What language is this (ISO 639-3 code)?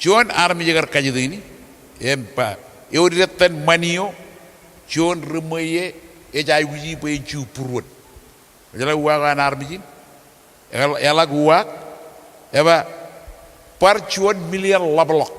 mah